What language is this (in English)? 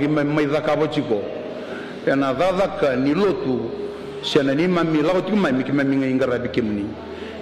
Fijian